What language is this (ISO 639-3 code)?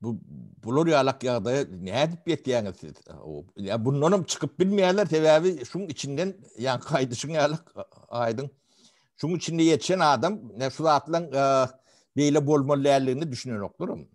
tuk